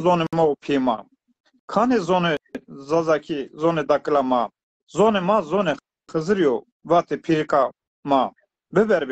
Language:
Zaza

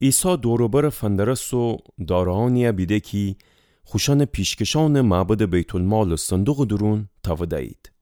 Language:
Gilaki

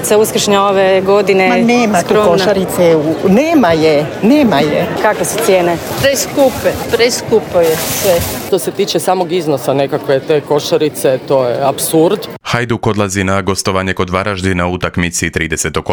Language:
Croatian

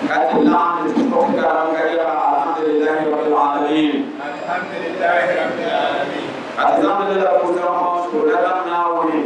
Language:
Dagbani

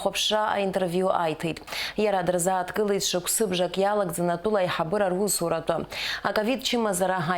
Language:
Abkhazian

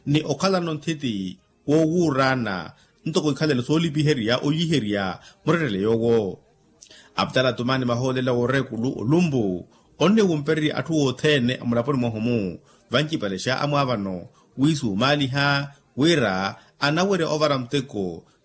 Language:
Makhuwa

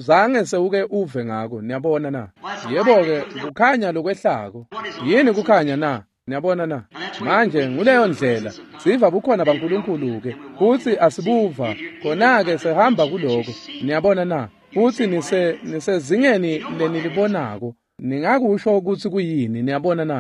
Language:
Swati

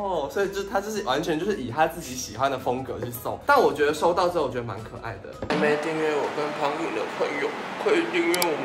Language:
Chinese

